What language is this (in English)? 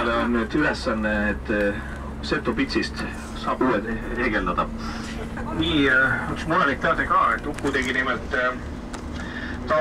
Estonian